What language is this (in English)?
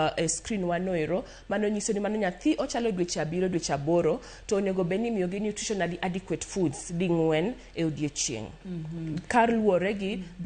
Luo (Kenya and Tanzania)